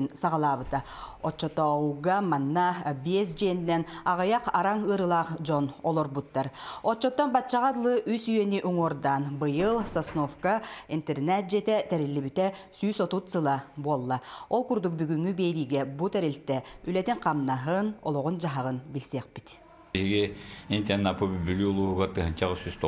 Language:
Yakut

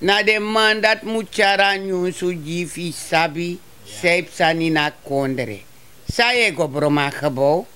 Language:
Sranan Tongo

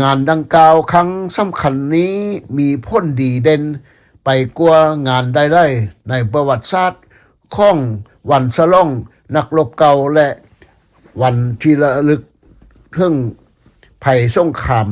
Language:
Lao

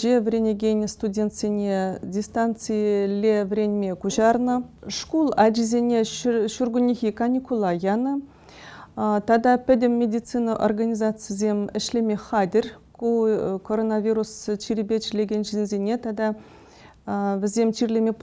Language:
Chuvash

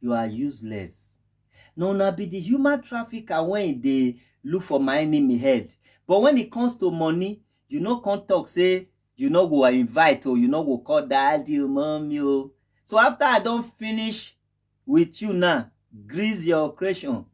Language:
Nigerian Pidgin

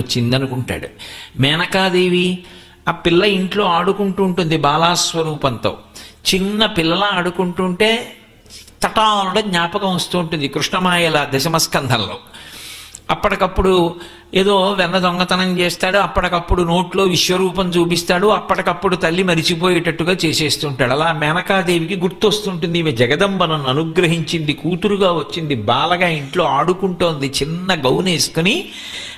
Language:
Telugu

